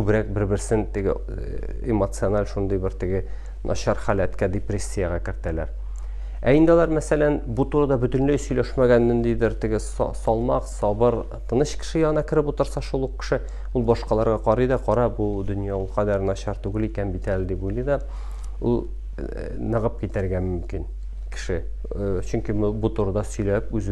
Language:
Tatar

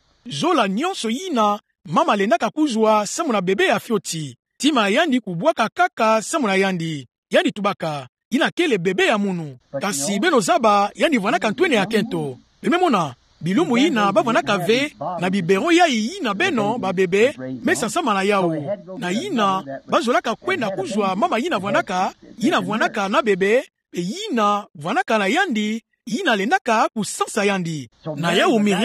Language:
Kituba (Democratic Republic of Congo)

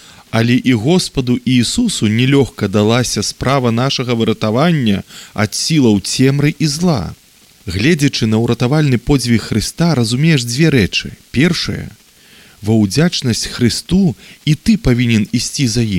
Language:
Belarusian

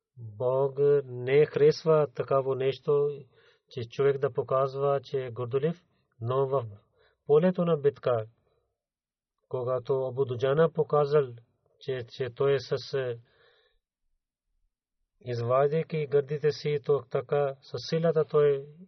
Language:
Bulgarian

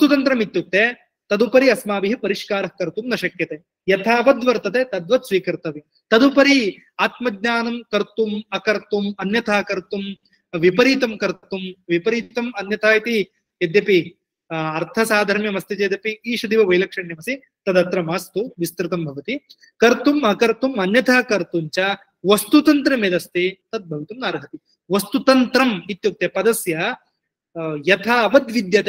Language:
Sanskrit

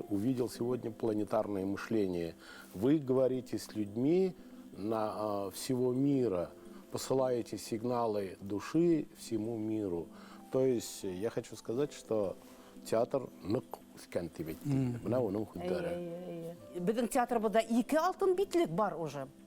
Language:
Bashkir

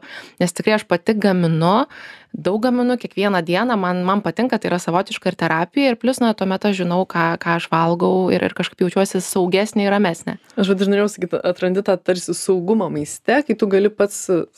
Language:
Lithuanian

